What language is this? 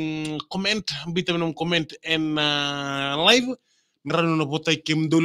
Fijian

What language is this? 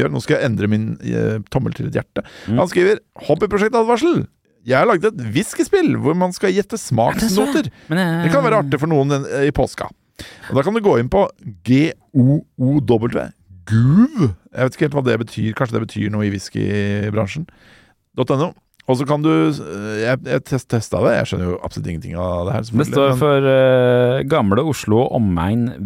Norwegian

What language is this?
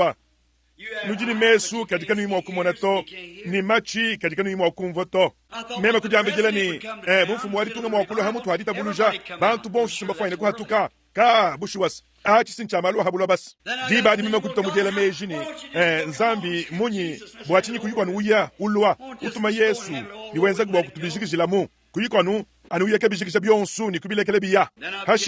Luba-Lulua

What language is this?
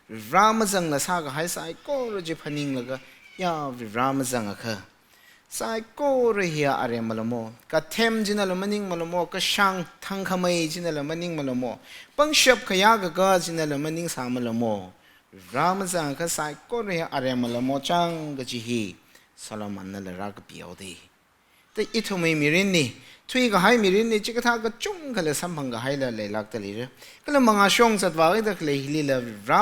Tangkhul Naga (India)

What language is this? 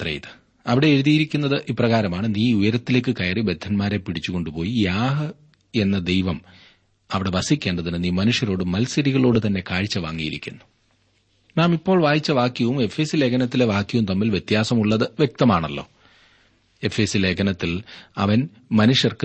Malayalam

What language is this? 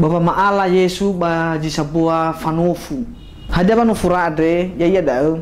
Nias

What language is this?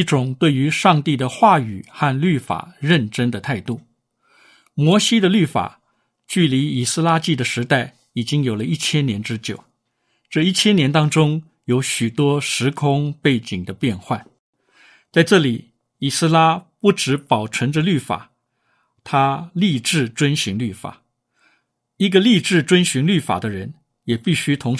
Chinese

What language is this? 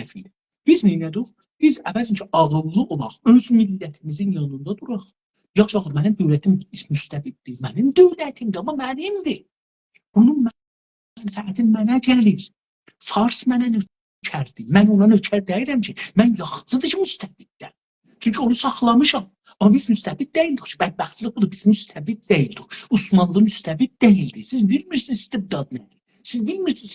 South Azerbaijani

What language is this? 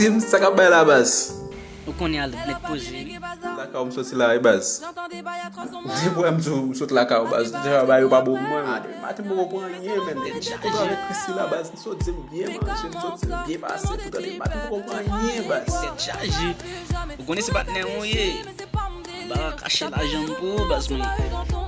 Haitian Creole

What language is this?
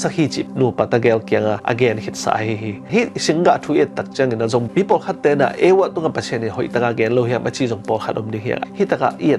Tedim Chin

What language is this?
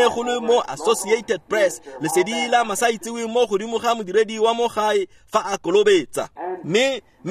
Tswana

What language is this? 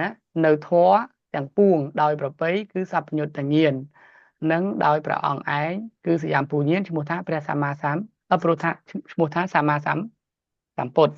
Khmer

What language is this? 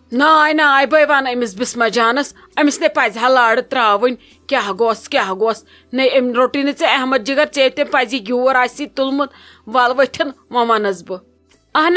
Kashmiri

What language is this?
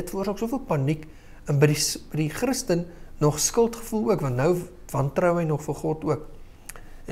Afrikaans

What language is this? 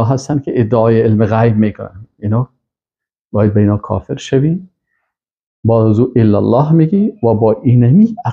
Persian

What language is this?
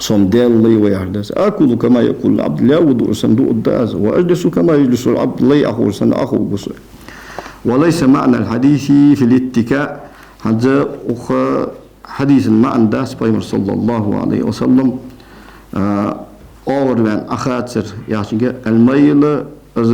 Ingush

